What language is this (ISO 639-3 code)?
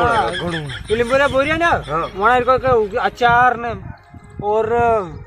raj